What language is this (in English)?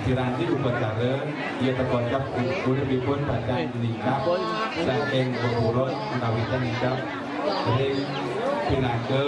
Balinese